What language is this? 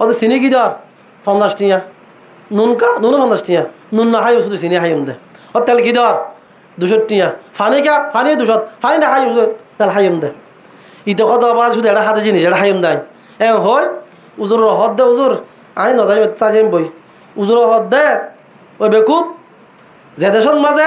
Rohingya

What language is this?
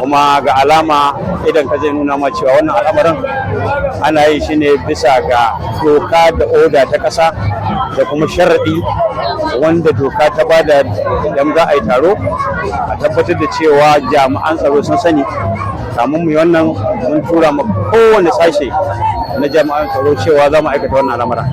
Hausa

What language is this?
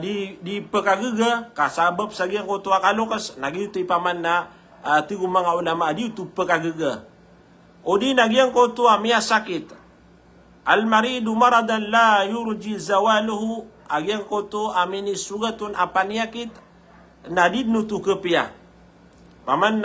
Maranao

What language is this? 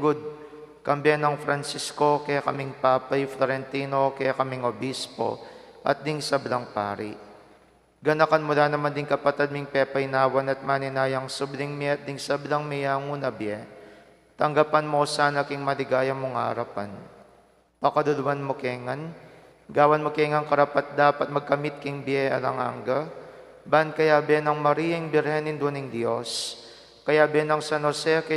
Pampanga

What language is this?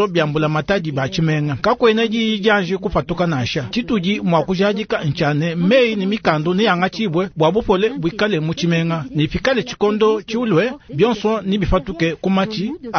Luba-Lulua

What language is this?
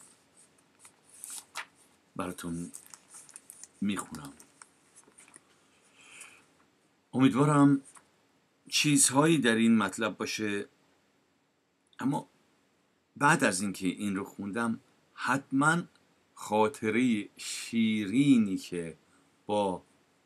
Persian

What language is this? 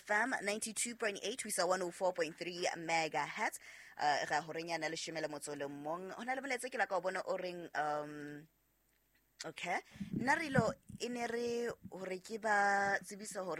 Southern Sotho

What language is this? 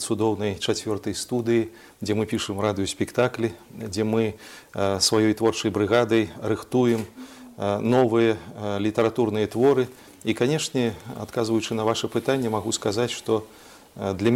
Belarusian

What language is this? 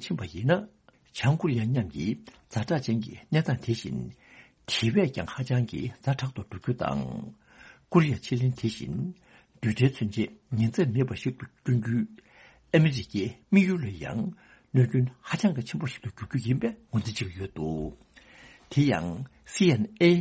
Tibetan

